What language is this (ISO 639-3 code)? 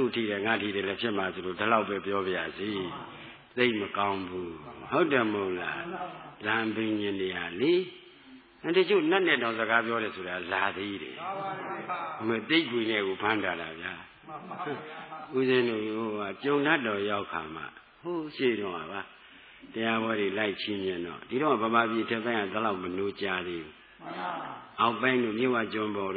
mya